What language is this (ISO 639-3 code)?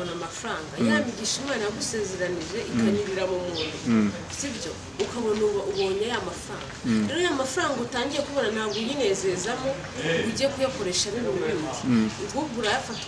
kin